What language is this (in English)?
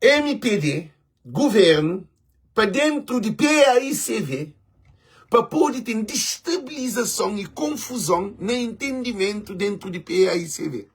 Kabuverdianu